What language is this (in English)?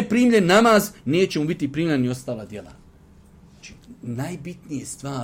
Bosnian